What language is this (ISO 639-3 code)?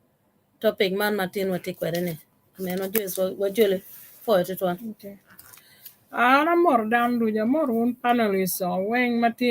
ach